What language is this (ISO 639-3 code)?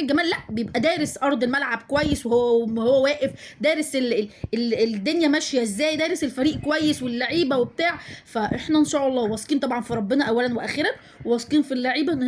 arz